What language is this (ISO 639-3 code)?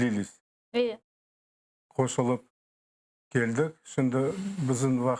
crh